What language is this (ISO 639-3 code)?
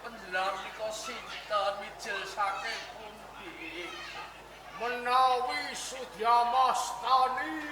jav